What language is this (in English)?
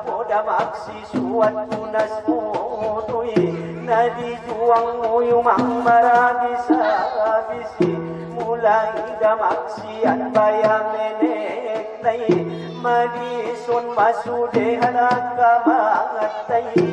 Batak Angkola